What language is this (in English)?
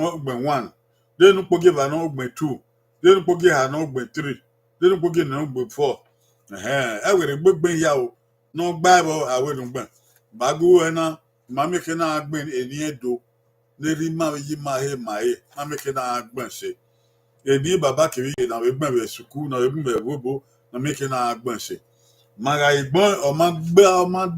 Bini